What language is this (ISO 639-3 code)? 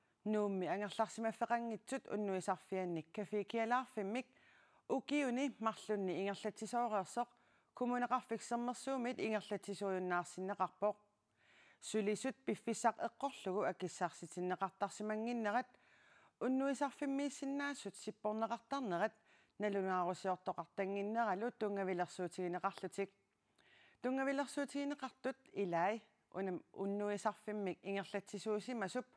kal